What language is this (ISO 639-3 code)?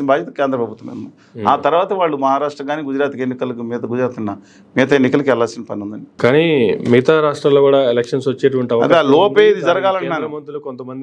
tel